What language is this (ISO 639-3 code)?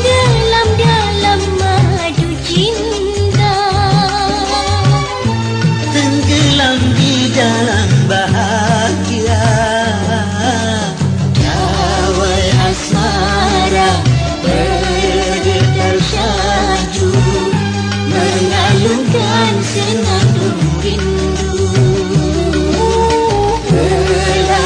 msa